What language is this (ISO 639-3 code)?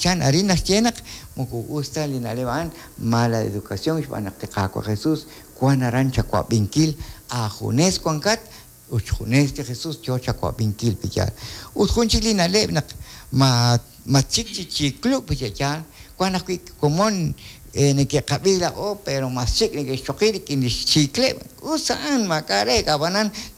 kek